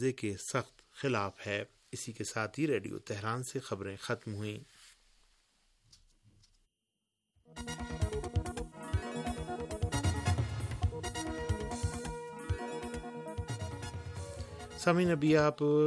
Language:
Urdu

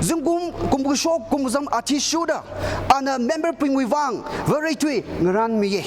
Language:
Tangkhul Naga (India)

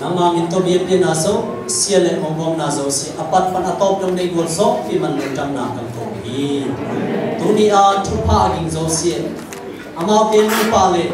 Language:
Tedim Chin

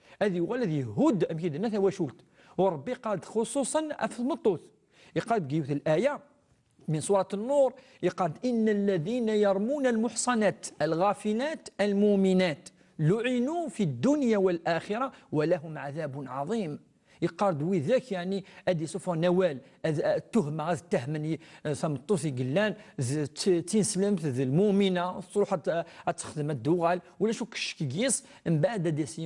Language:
Kabyle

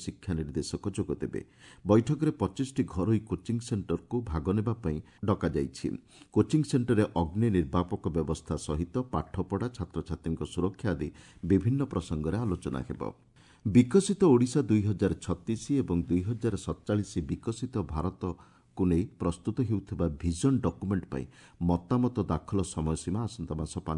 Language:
Odia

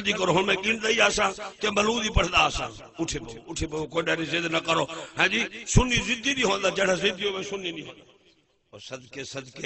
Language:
Saraiki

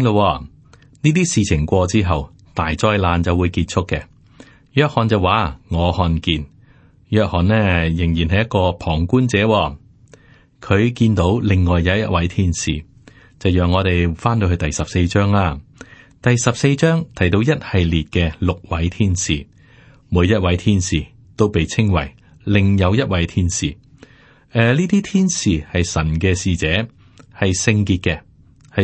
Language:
Cantonese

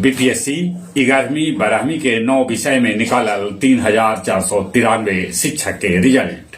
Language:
Magahi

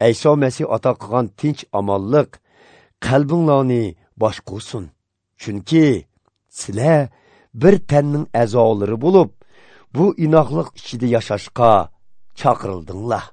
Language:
Uyghur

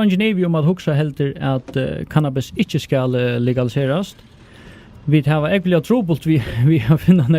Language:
Faroese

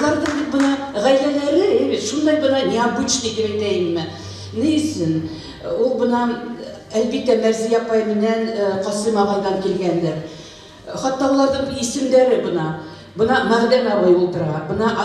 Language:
Bashkir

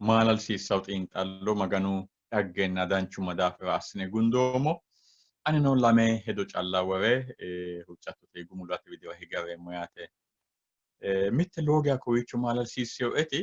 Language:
Sidamo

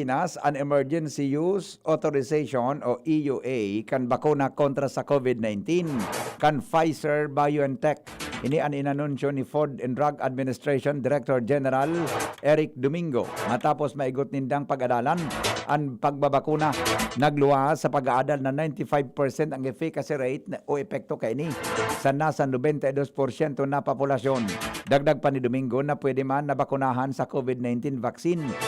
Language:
Bikol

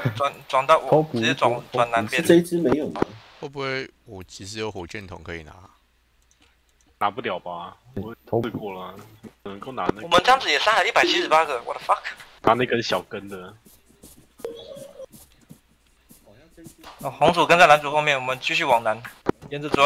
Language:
Chinese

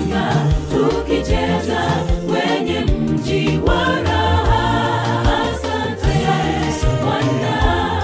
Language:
Swahili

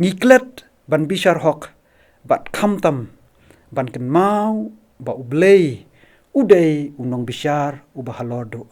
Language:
Khasi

